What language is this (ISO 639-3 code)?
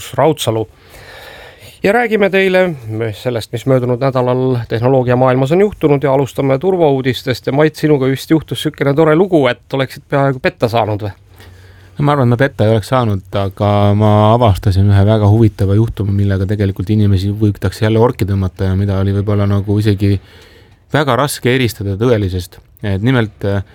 est